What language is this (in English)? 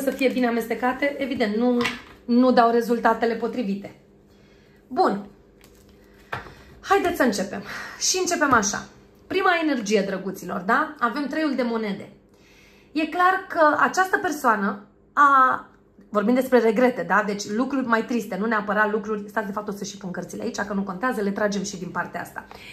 Romanian